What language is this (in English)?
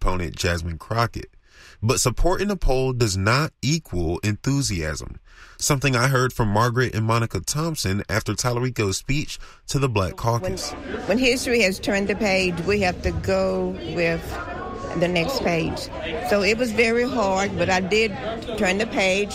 English